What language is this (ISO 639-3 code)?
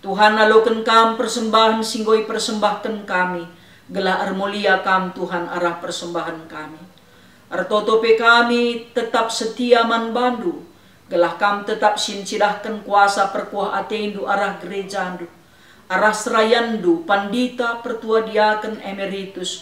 btx